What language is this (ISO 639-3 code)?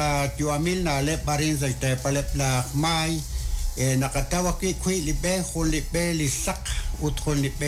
kek